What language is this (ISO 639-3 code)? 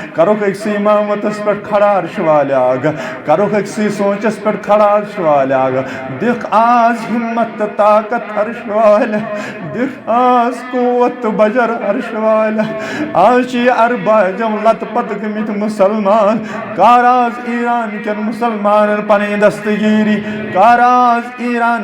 kas